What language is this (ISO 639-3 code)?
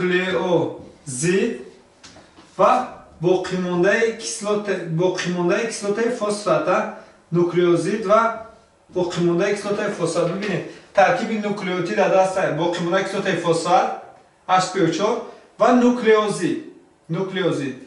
tgk